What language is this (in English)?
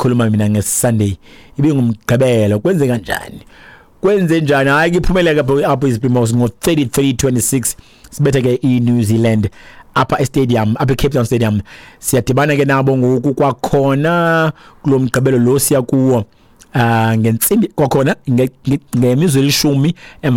Xhosa